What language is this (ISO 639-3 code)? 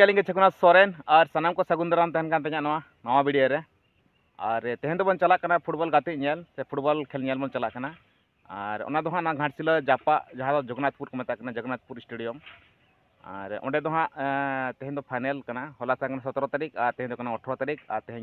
sat